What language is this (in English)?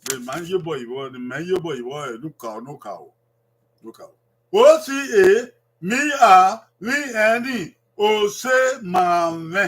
Bini